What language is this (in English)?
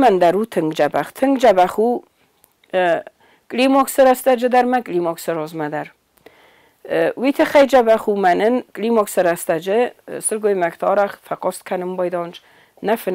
Ossetic